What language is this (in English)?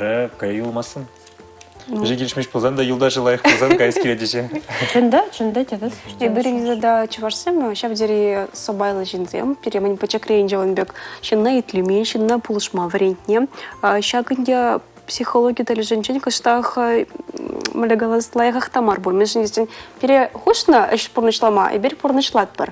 Chuvash